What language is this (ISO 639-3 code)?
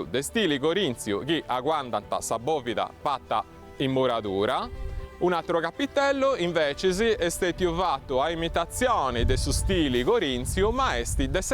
srd